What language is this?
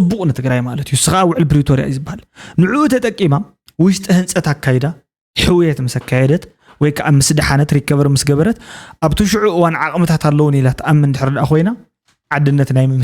Tigrinya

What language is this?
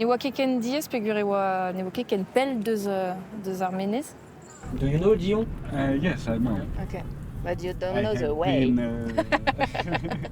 Breton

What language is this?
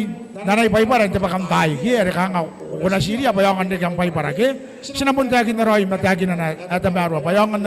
Gilbertese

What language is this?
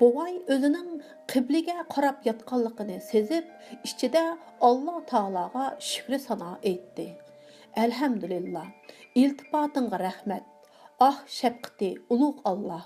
Uyghur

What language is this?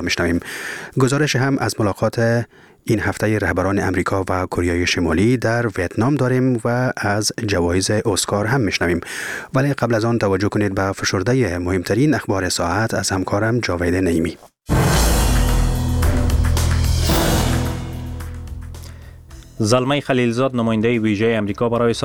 Persian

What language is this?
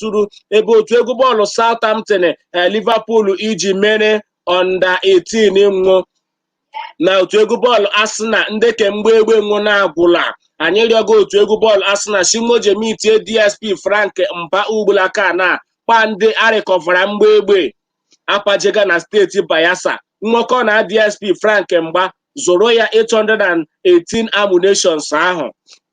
Igbo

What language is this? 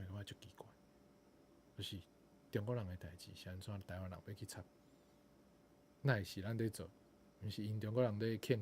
Min Nan Chinese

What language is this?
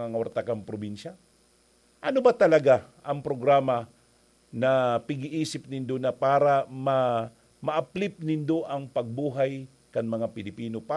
Bikol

